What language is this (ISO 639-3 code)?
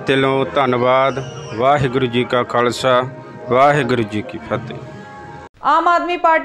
pan